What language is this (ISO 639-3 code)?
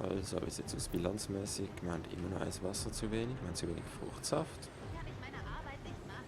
gsw